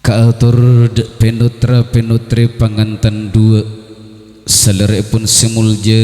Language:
Madurese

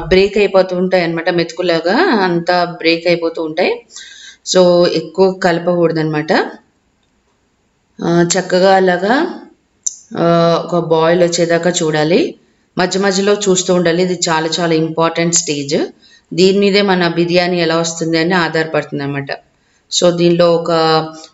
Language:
Telugu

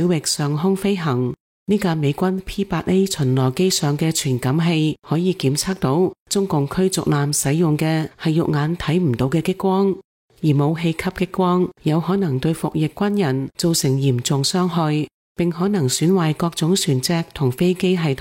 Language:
Cantonese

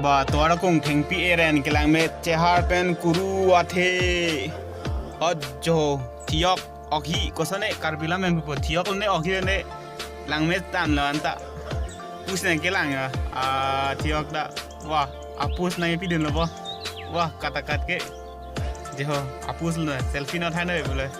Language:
Karbi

